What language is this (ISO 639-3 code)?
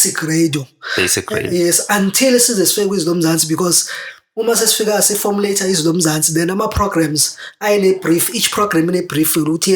zul